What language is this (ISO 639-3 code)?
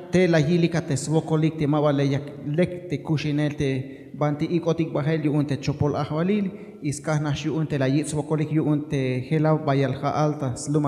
tzh